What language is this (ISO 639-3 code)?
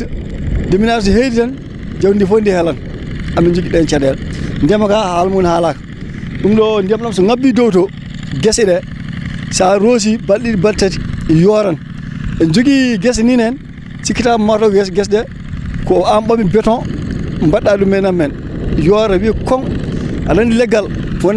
ful